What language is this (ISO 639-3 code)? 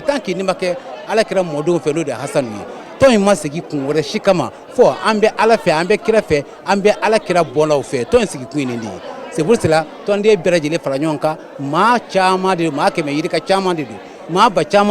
bam